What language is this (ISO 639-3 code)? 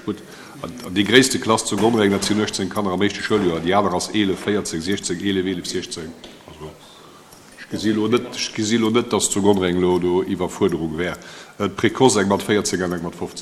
ltz